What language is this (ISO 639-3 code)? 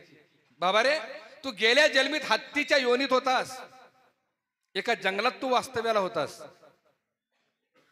mar